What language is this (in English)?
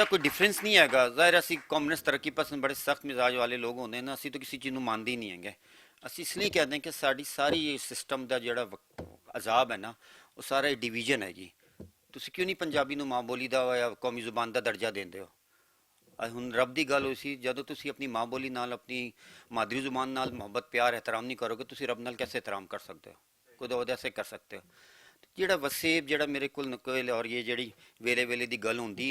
Western Panjabi